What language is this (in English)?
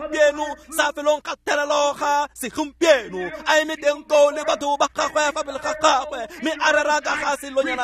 Tswana